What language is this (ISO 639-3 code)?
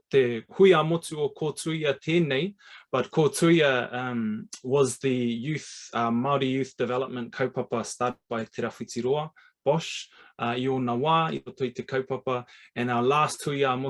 mri